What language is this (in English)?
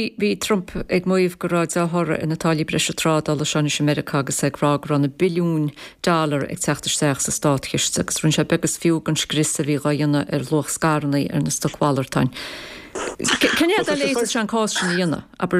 Irish